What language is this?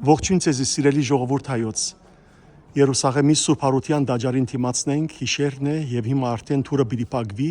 Western Armenian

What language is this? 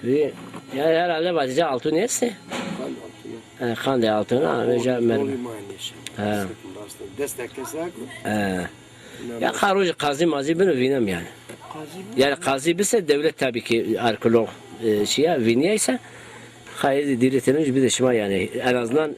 Zaza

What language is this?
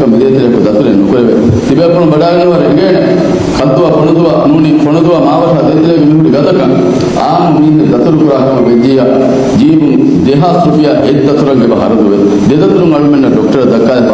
Divehi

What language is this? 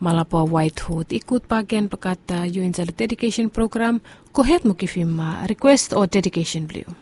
Bislama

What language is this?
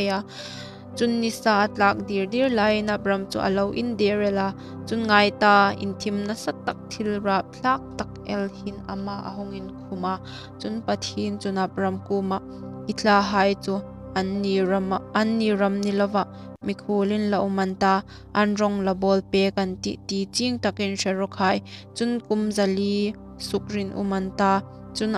Hmar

